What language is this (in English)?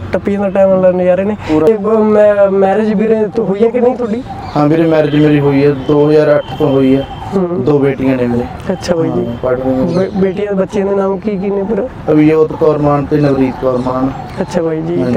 Punjabi